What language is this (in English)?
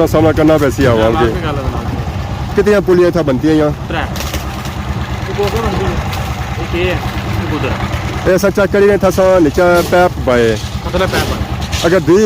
Pahari-Potwari